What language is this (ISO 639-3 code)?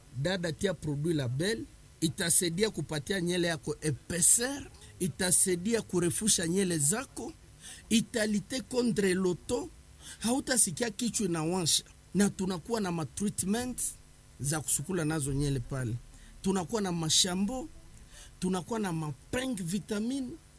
swa